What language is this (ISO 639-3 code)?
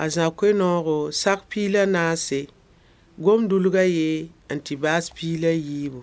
mos